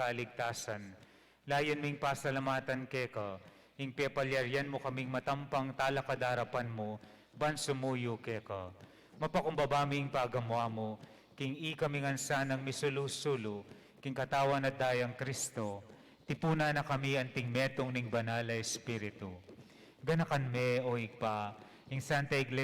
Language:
Pampanga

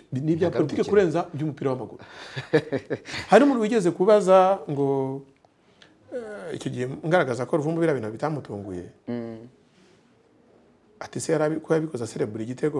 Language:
Kinyarwanda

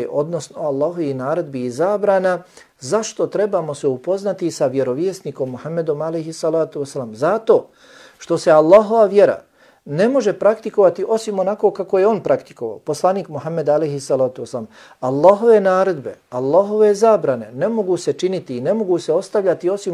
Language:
Bosnian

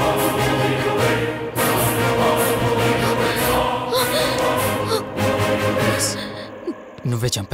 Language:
Telugu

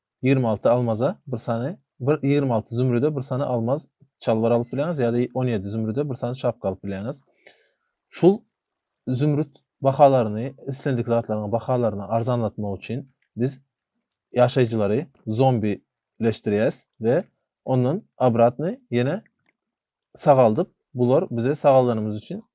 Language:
Turkmen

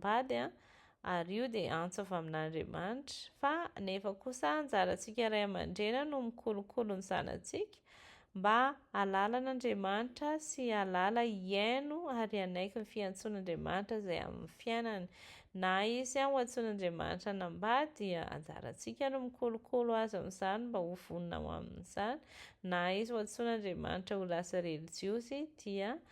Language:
Malagasy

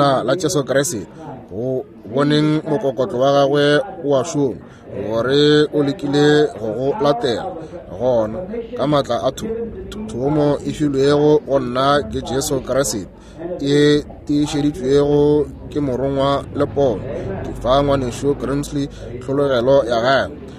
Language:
Northern Sotho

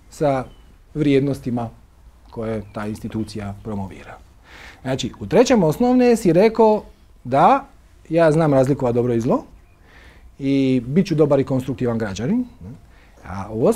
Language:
Croatian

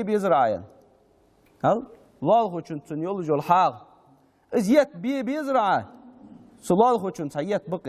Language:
Ingush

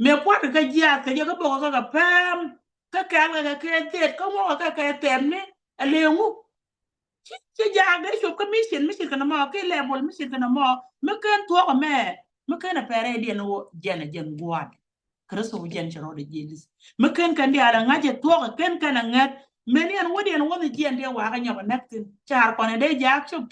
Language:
Nuer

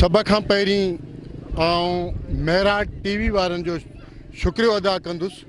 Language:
Sindhi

